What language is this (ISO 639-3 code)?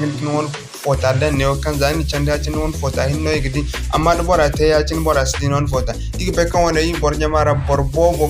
dje